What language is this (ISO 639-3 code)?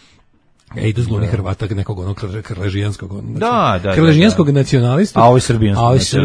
srp